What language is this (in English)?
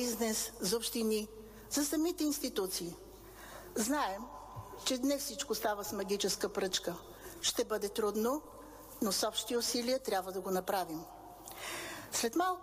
Bulgarian